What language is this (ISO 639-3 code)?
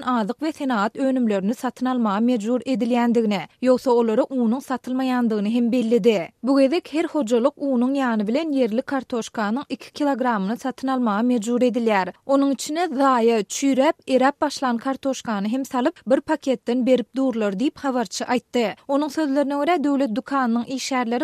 tuk